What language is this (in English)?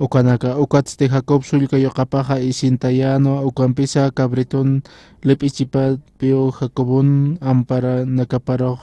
Aymara